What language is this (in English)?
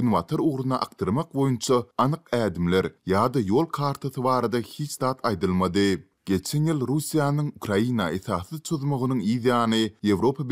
Turkmen